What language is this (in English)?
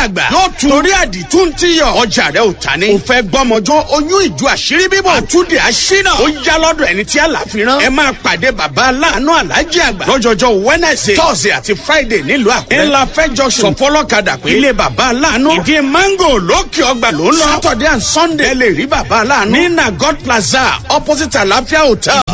Yoruba